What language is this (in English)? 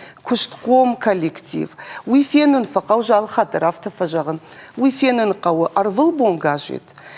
Ossetic